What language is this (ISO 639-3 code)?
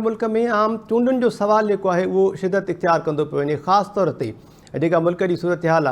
snd